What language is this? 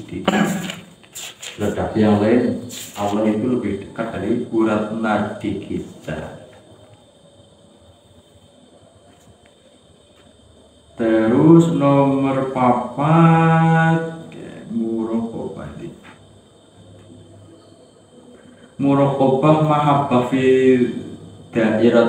Indonesian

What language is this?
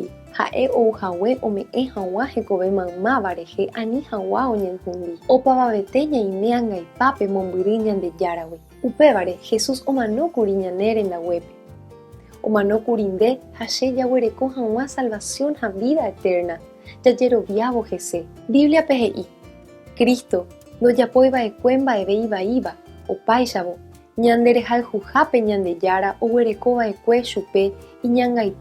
Guarani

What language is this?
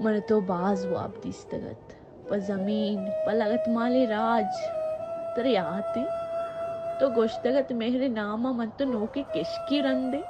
Baluchi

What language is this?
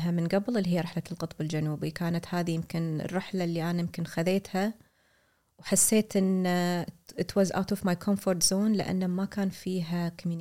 Gulf Arabic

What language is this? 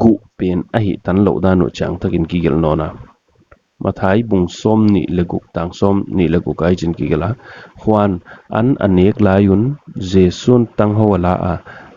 Paite Chin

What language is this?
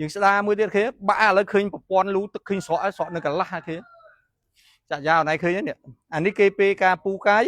Khmer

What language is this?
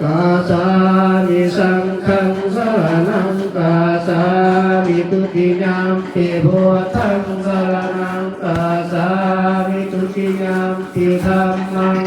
Pali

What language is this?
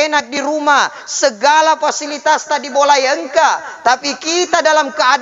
Buginese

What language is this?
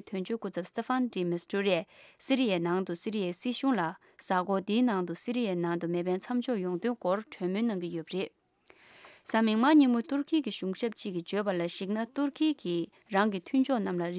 Tibetan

